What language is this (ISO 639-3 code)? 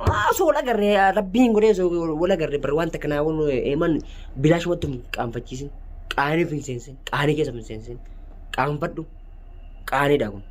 orm